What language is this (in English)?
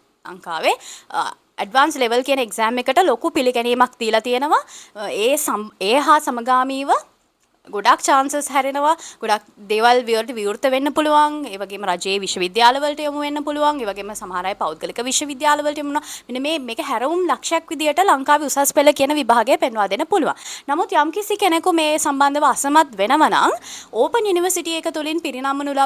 Sinhala